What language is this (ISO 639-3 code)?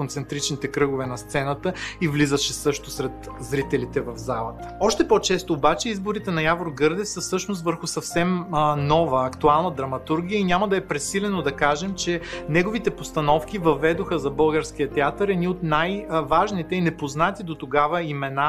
bul